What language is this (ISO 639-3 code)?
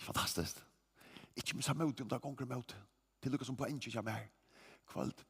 fao